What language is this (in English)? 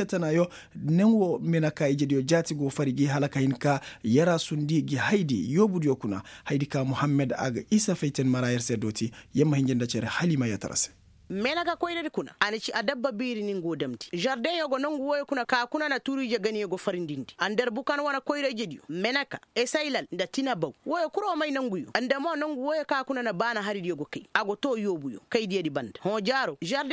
Koyraboro Senni